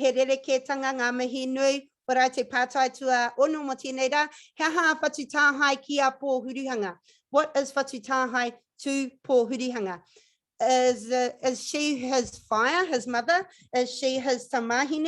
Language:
Māori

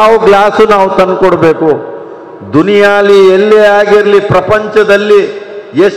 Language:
Kannada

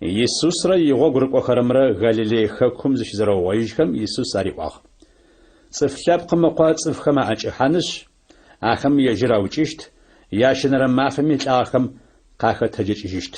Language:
Adyghe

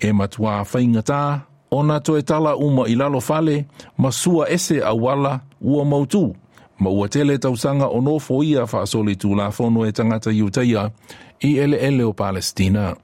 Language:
Samoan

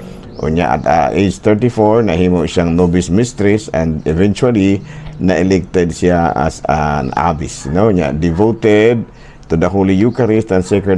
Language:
Cebuano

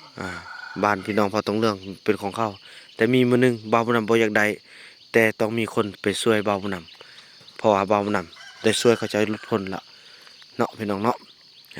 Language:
Lao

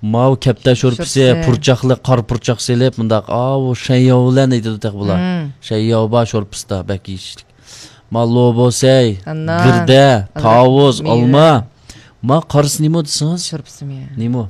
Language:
Uyghur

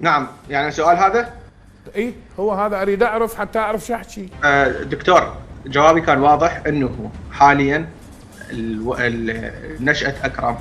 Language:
Mesopotamian Arabic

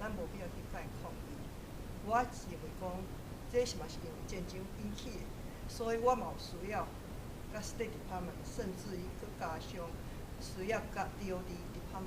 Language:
Min Nan Chinese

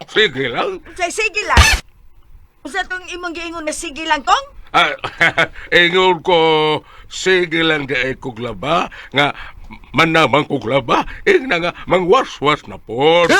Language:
Cebuano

